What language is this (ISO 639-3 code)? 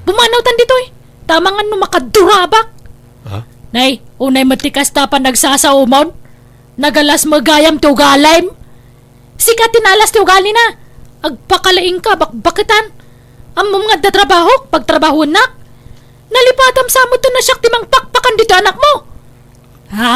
ilo